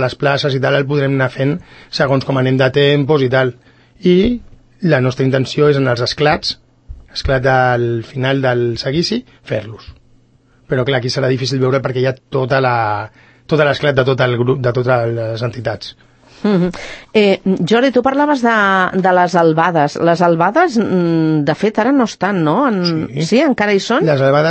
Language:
Catalan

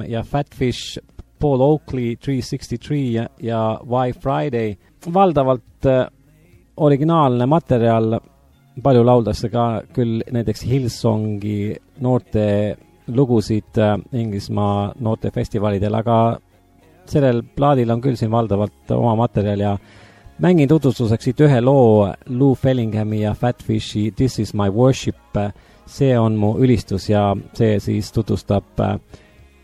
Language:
Estonian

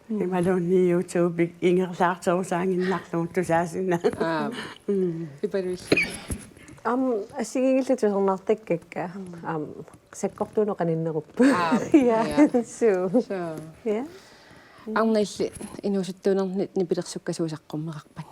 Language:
Kalaallisut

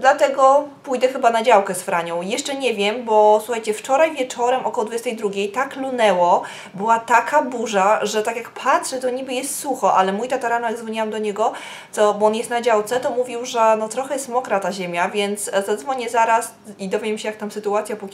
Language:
Polish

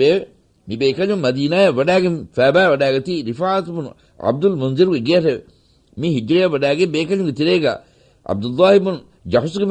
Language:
Divehi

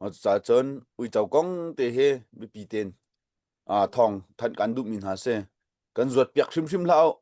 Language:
Hakha Chin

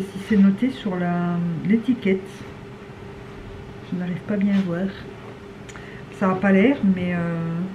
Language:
French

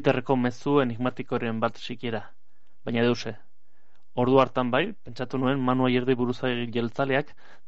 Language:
Basque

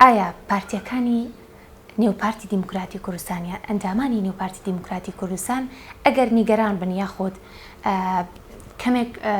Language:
Central Kurdish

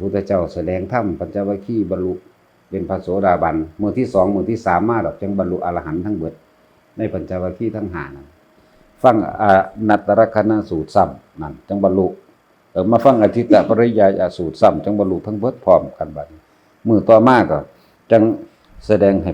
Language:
Northeastern Thai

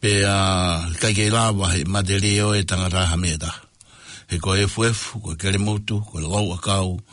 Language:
Tongan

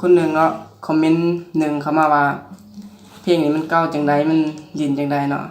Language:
Lao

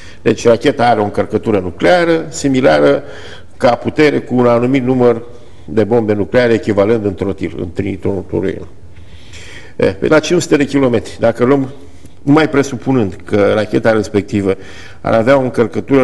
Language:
Romanian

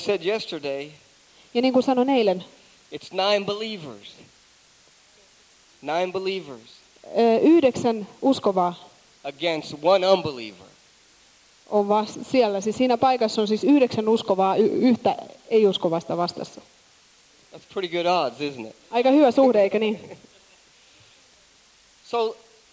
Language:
Finnish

